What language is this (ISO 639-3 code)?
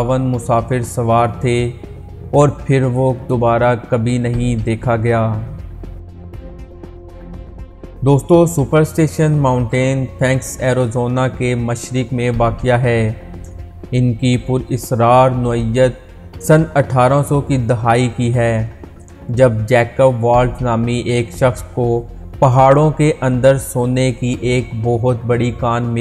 urd